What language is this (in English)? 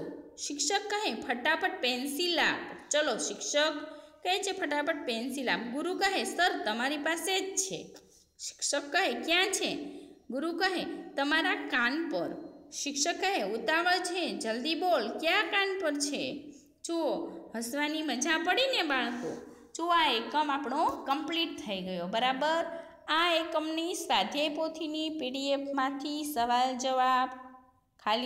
Gujarati